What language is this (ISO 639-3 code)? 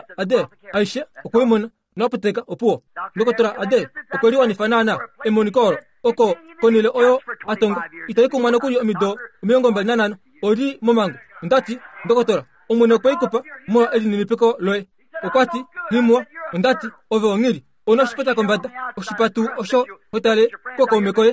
kua